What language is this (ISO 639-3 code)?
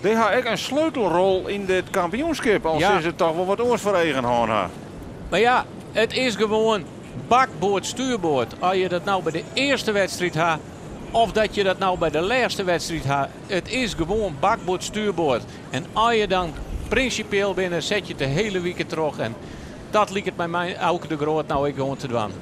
fry